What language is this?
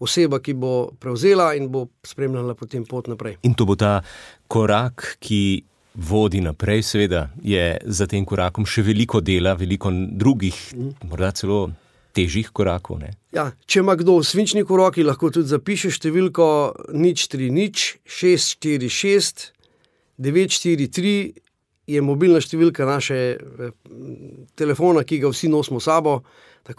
Slovenian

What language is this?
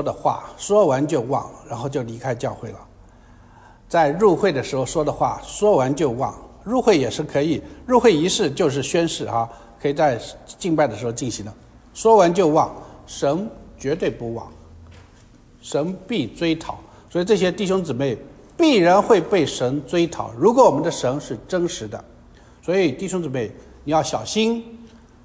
Chinese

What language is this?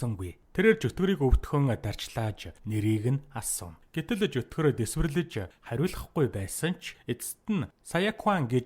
Mongolian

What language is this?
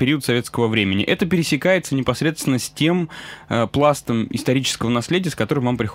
Russian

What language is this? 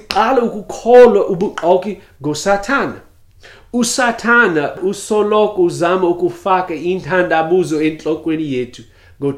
Xhosa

